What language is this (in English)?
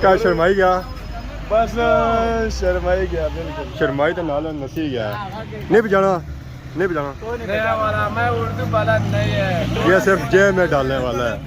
Pahari-Potwari